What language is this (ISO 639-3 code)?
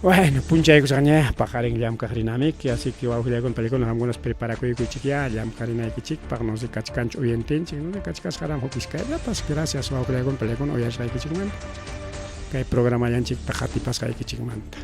quy